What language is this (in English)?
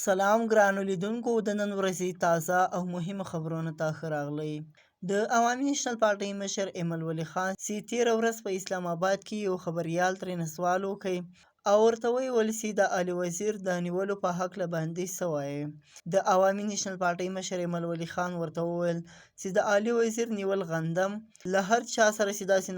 Pashto